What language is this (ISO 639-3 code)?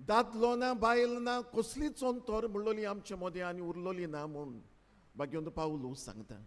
kok